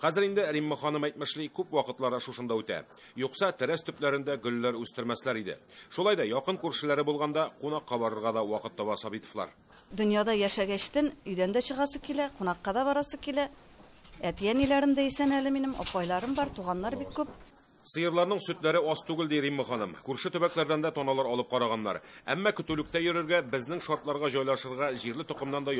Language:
Tatar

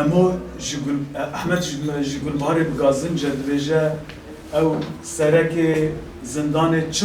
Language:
Kurdish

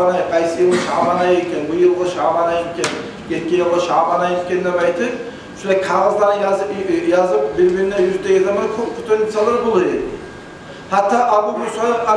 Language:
Kumyk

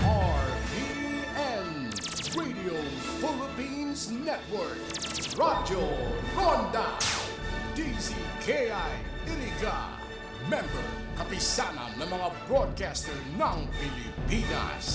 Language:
Bikol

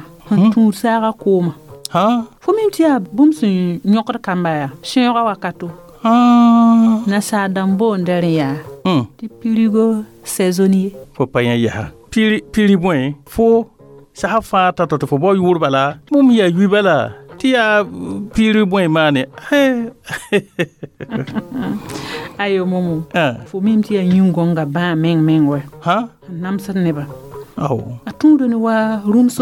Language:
Mossi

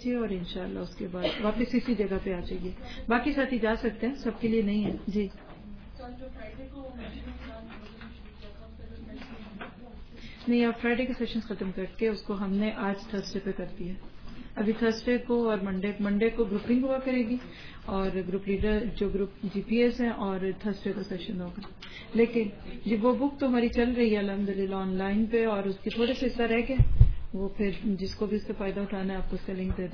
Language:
Urdu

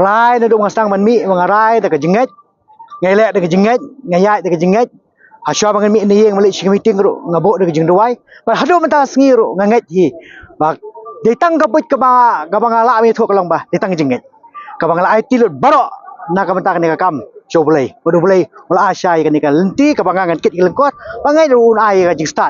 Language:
Khasi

